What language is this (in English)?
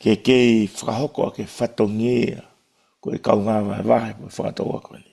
Tongan